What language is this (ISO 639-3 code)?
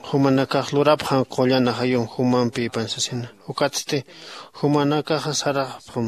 aym